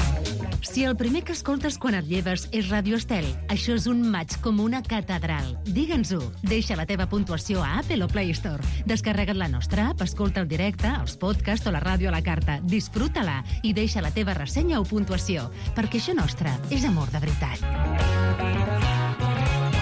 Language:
Catalan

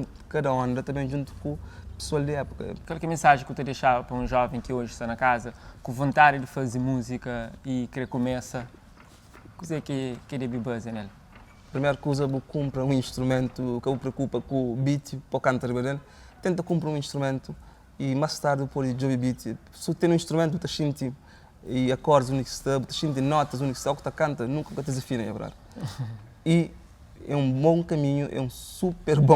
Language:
Kabuverdianu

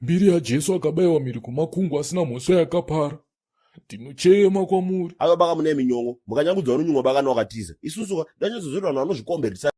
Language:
Shona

